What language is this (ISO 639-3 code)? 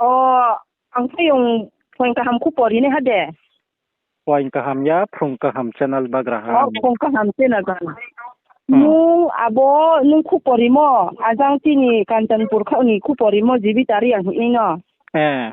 ria